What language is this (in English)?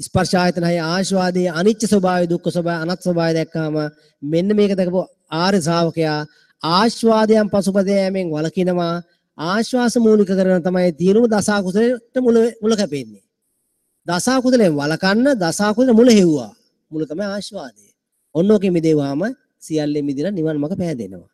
Sinhala